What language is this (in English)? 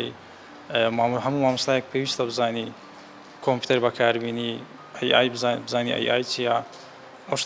Central Kurdish